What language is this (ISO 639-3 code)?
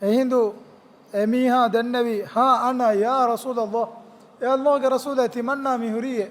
div